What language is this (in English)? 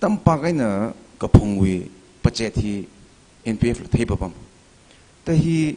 Tangkhul Naga (India)